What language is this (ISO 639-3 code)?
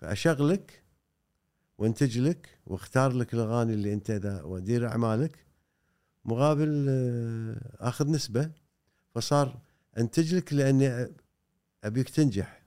afb